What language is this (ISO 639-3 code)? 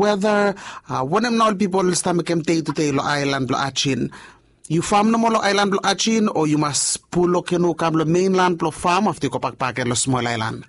bis